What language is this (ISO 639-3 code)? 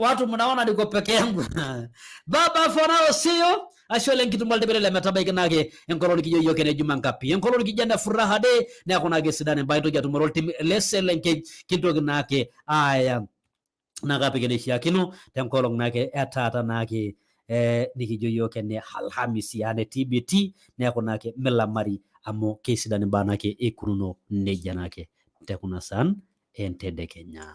mas